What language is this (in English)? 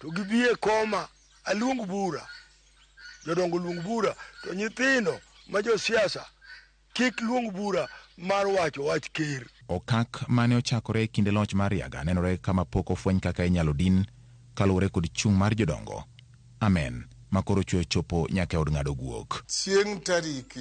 Luo (Kenya and Tanzania)